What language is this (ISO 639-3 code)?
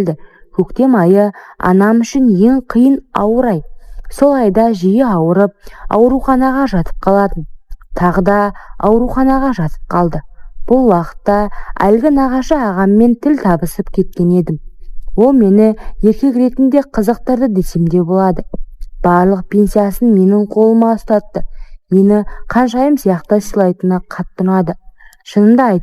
kaz